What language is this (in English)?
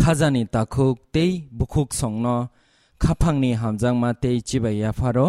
Kok Borok